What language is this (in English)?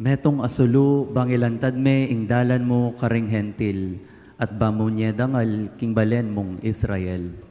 Pampanga